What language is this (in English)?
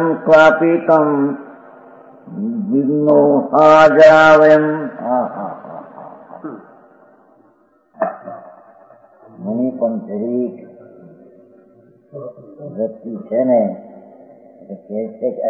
Gujarati